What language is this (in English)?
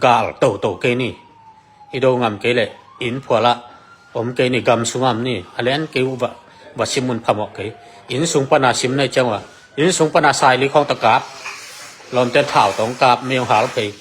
Tedim Chin